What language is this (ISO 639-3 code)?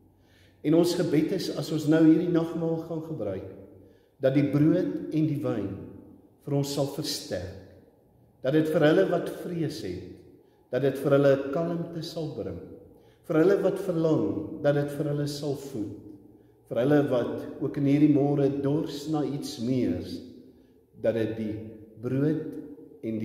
afr